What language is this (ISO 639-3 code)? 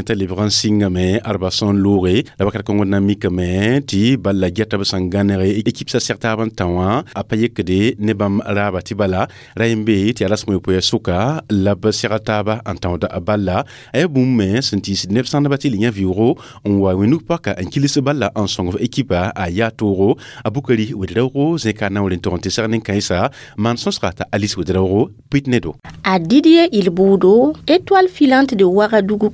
mos